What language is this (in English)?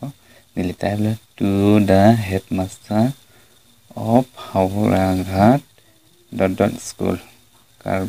Karbi